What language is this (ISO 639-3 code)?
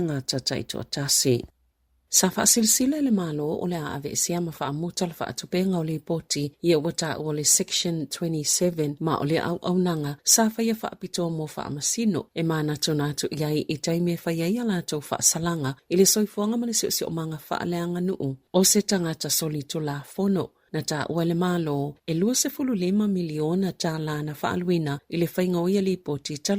smo